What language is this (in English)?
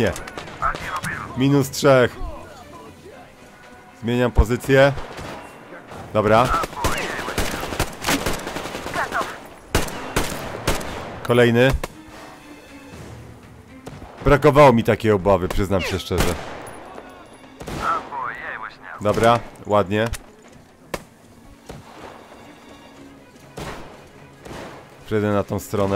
Polish